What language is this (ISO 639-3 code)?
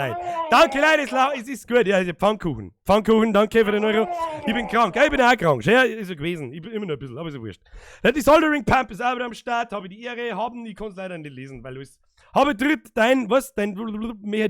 bar